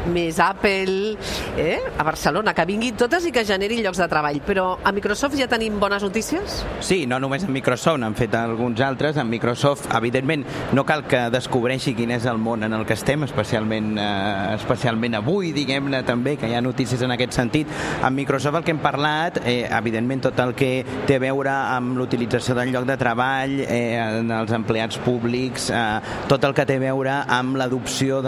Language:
Catalan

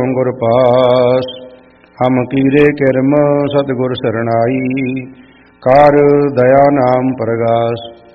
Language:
Punjabi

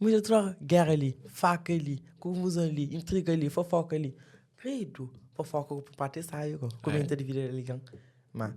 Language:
Kabuverdianu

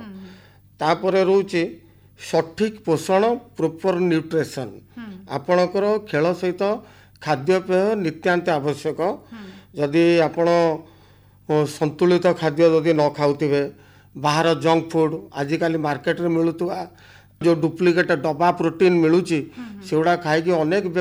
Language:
Odia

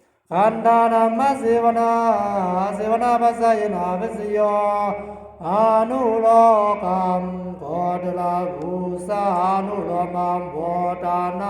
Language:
Pali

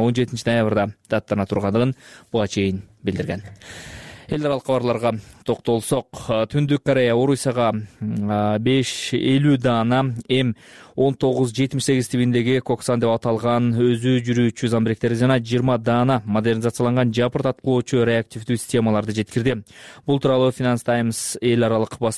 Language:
Kyrgyz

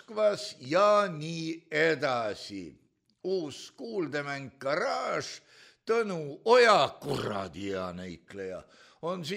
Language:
Estonian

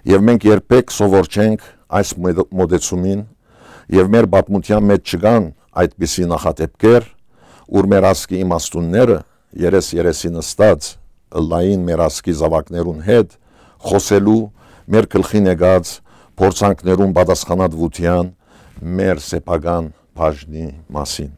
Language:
Western Armenian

